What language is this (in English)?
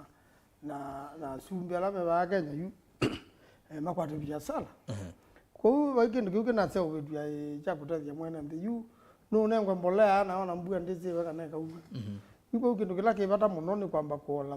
Kamba